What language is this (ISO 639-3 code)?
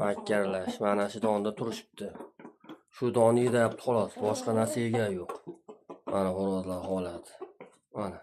uzb